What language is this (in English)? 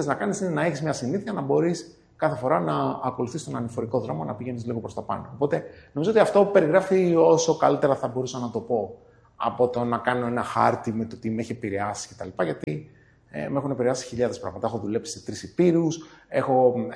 Greek